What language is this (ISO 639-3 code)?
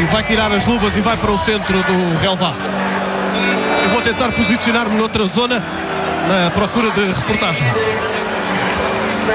por